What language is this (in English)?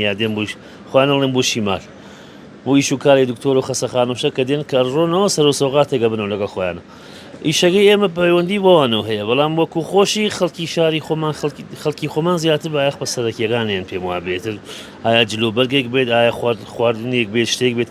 Central Kurdish